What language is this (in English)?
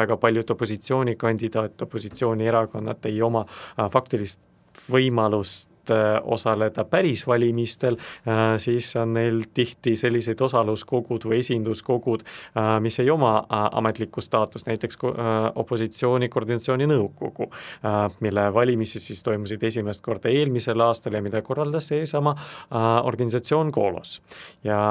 Estonian